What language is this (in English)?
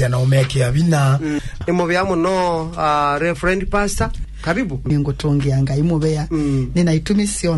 Kamba